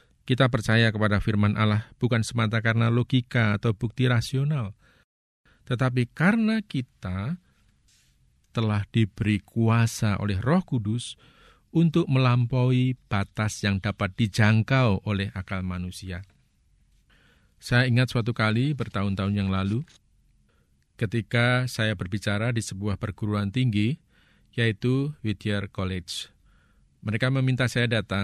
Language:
Indonesian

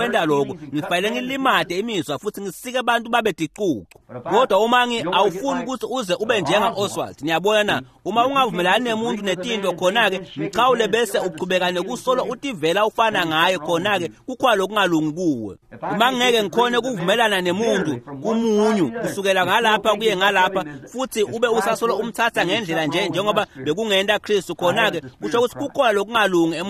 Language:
Swati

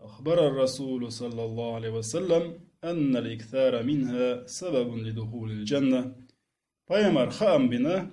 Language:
Chechen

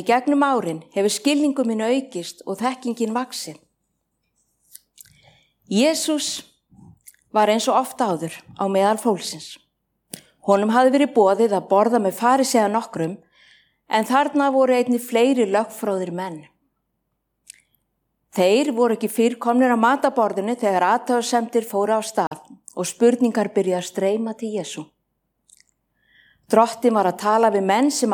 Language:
Icelandic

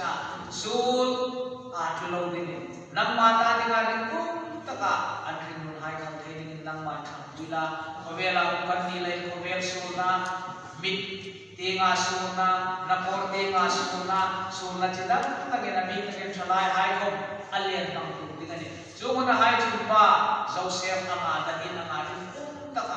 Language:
Hmar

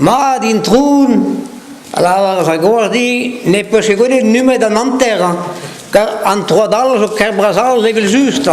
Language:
Breton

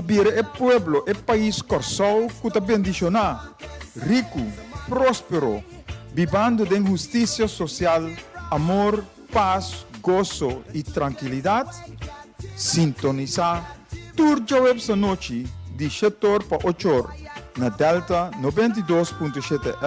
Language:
Papiamento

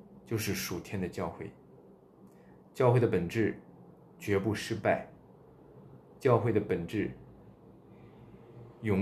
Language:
Chinese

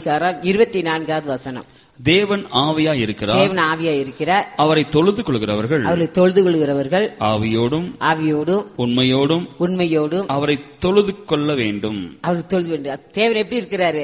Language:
Tamil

